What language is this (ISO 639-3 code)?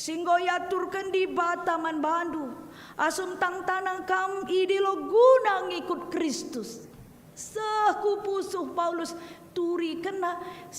btx